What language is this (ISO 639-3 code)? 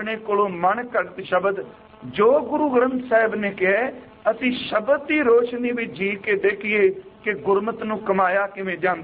pan